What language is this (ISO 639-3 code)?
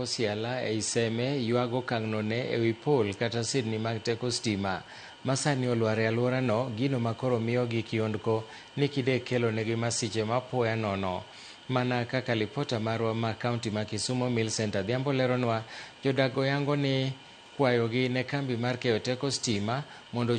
luo